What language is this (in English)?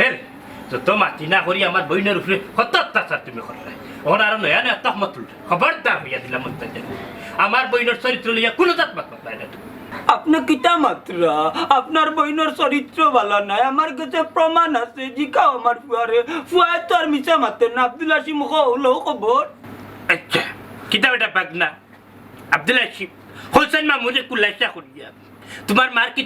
Sylheti